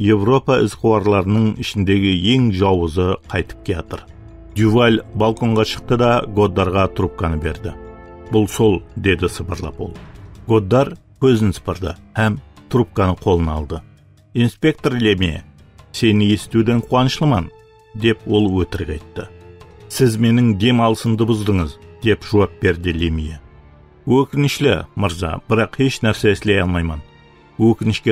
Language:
Kara-Kalpak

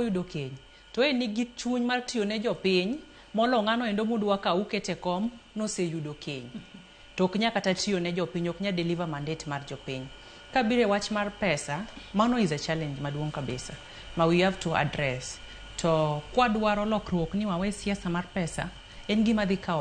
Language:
Luo (Kenya and Tanzania)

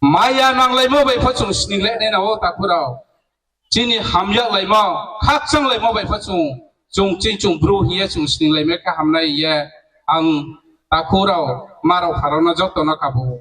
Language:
Riang (India)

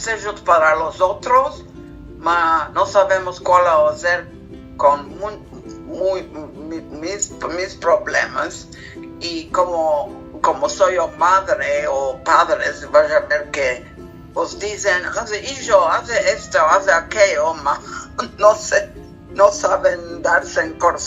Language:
Ladino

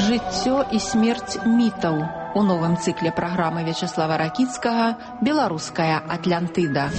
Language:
Belarusian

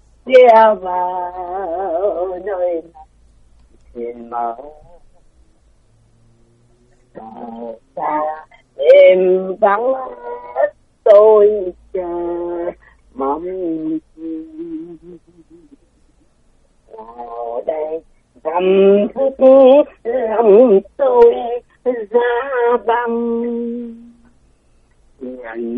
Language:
Vietnamese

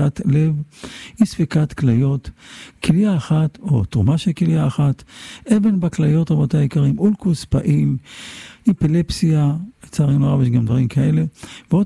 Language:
Hebrew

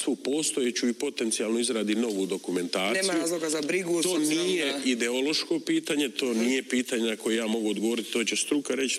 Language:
Croatian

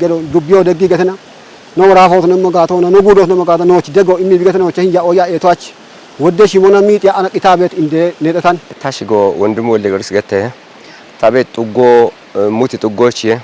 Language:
Kafa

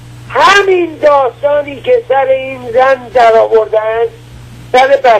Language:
Persian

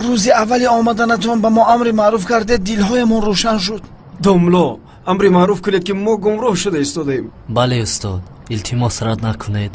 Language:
Tajik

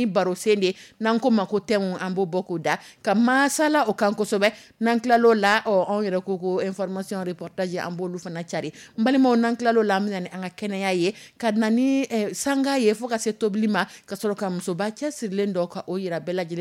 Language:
Dyula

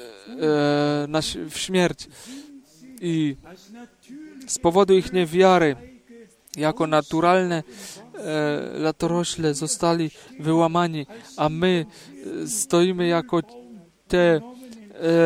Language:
Polish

